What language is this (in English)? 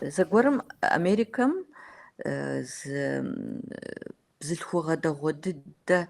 Kabardian